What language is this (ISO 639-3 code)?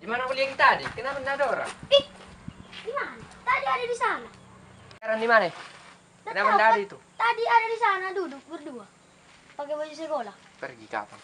mfp